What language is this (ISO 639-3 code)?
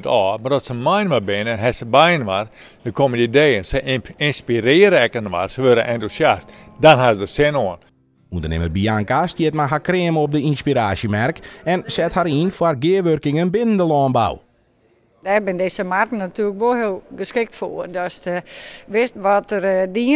fry